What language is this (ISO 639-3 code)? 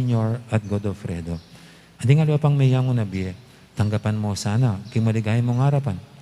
pam